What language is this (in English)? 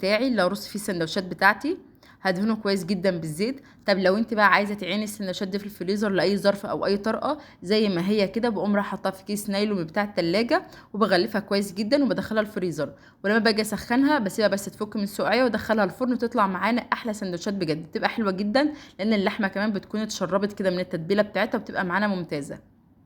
Egyptian Arabic